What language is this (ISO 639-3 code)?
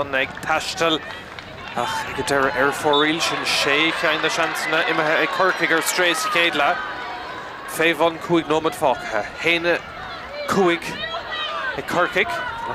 gle